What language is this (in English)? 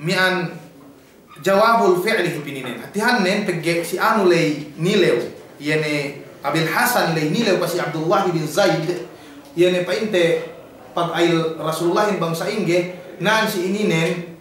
Yakan